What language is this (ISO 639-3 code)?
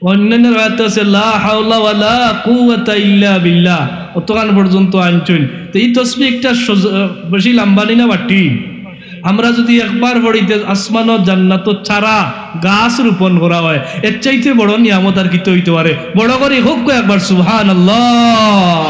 syl